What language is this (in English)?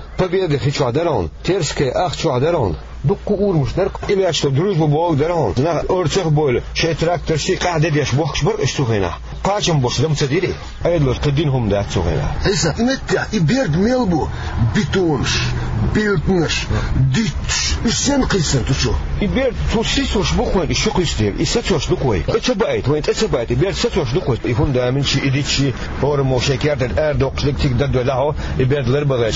Chechen